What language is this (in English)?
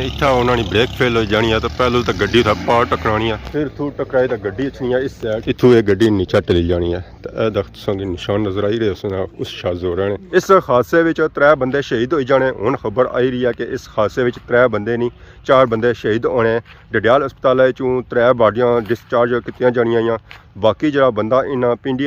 Pahari-Potwari